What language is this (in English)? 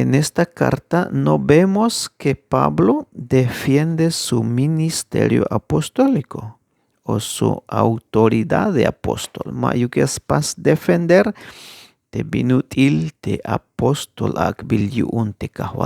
Tzeltal